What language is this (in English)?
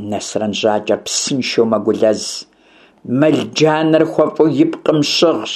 Kabardian